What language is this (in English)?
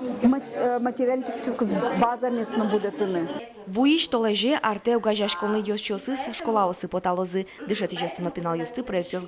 Udmurt